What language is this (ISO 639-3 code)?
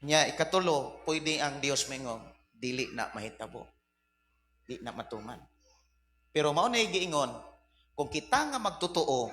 ceb